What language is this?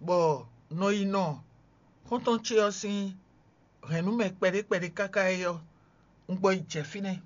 Fon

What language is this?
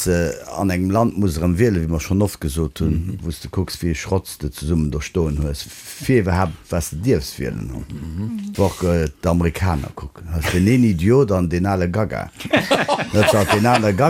Luxembourgish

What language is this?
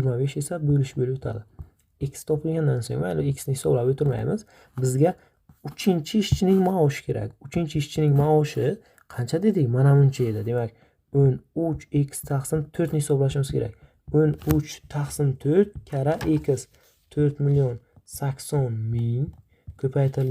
Uzbek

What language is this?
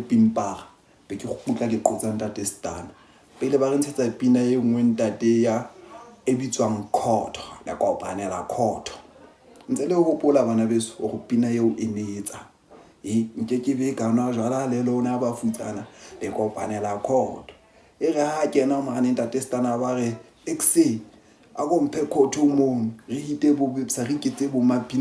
Southern Sotho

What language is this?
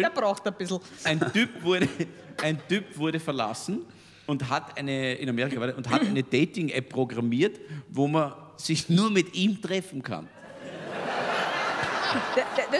German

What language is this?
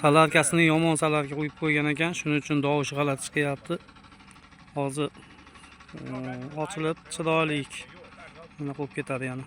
Uzbek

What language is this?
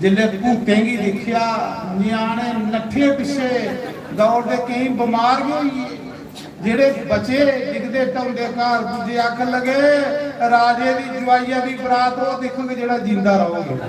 Dogri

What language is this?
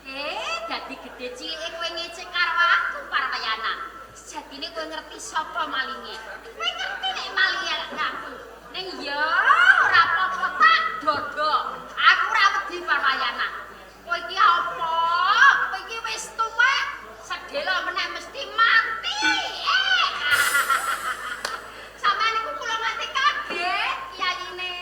Javanese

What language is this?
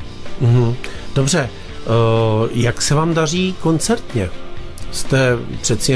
Czech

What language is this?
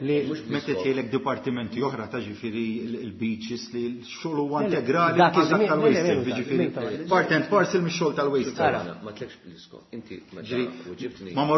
Maltese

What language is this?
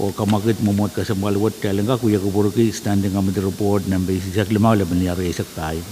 Pohnpeian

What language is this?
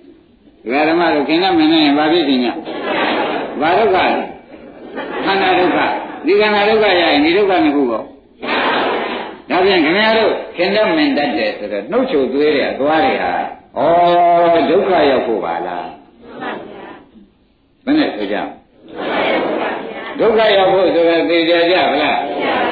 Burmese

